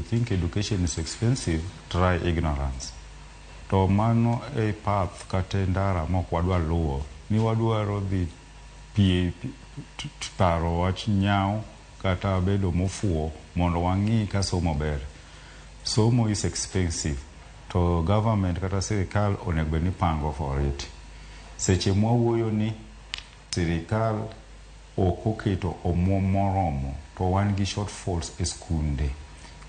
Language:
Luo (Kenya and Tanzania)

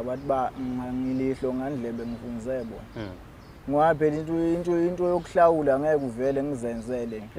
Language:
Zulu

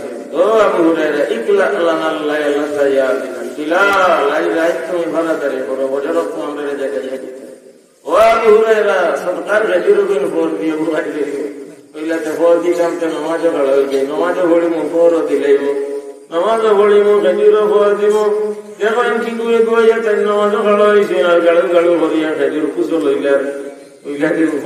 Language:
Sylheti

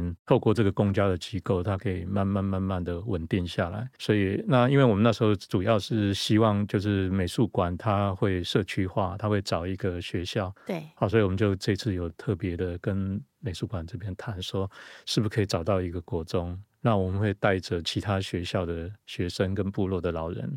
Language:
Chinese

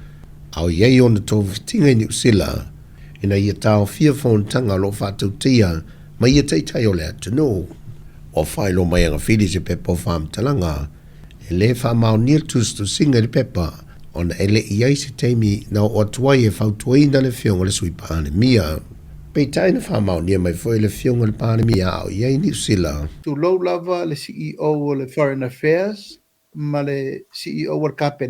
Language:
Samoan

